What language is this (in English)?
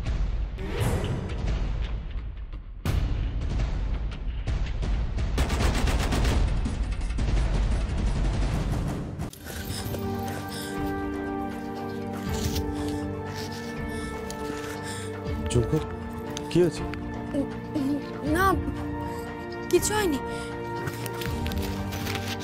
Bangla